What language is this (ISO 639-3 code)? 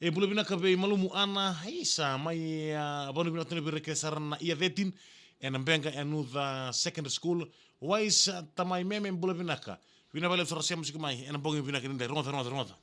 fij